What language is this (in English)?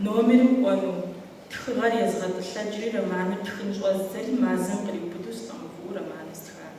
Kabardian